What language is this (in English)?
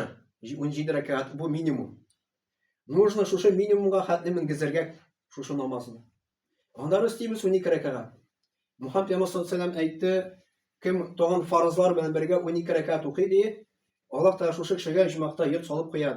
Tatar